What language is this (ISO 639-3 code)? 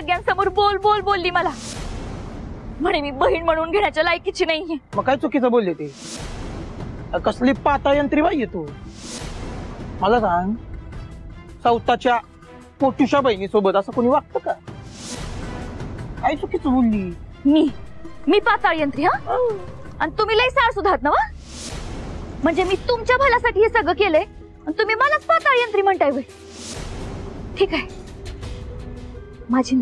mar